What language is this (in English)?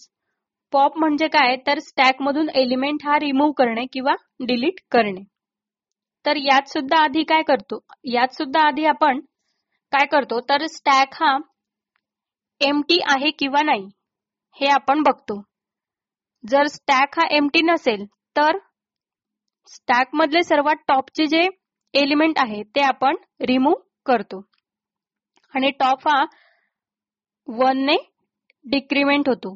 Marathi